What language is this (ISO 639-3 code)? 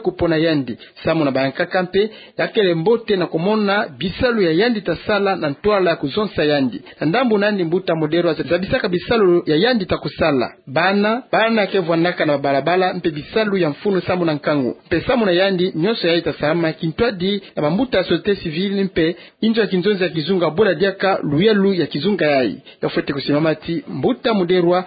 ktu